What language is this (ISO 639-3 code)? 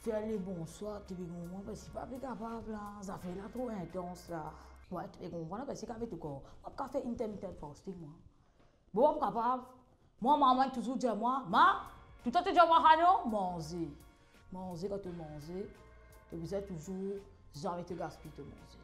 mfe